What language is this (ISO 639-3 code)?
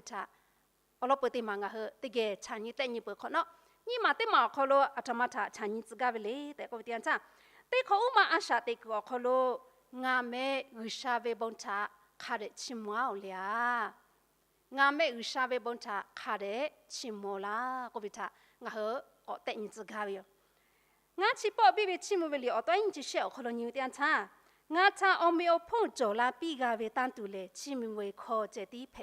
lhu